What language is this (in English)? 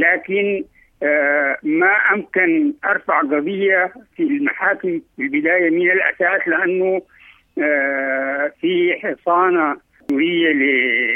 Sudanese Arabic